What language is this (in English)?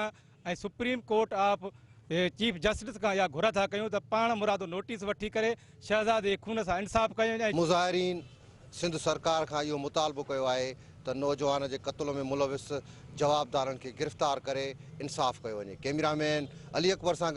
Sindhi